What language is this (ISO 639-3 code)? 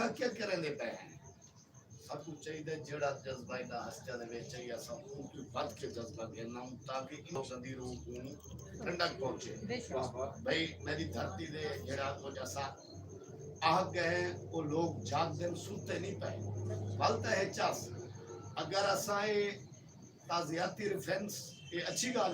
skr